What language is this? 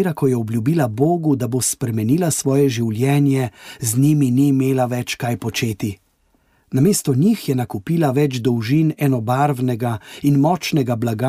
Slovenian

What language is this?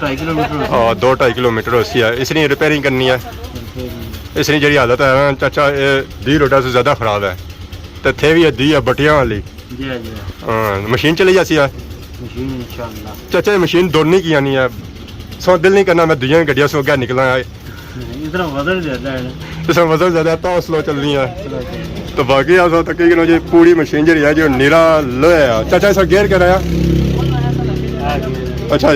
Pahari-Potwari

